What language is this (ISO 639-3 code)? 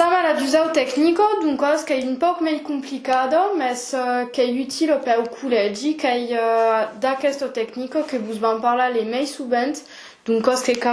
oci